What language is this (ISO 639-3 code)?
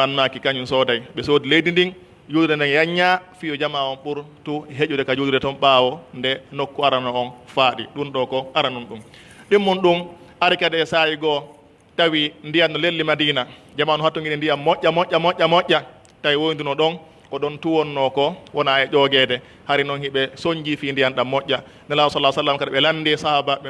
fuf